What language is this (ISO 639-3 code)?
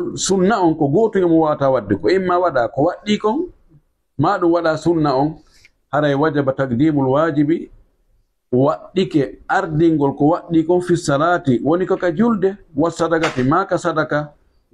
ful